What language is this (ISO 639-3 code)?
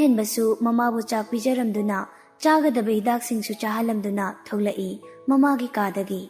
mni